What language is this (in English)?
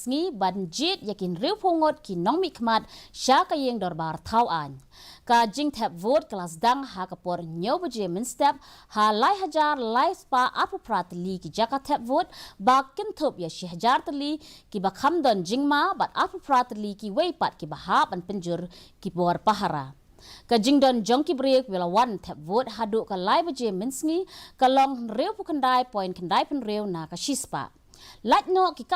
Khasi